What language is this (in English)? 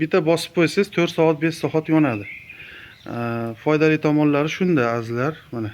Uzbek